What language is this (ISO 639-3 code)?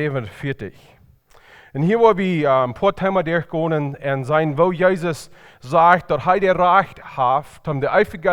pdt